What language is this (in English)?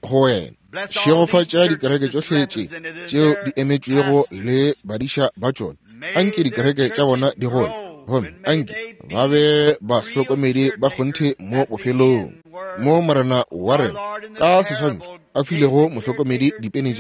Northern Sotho